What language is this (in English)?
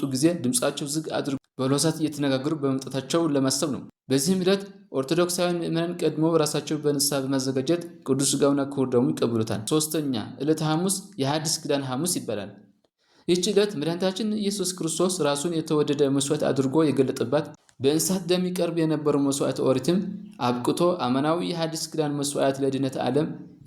Amharic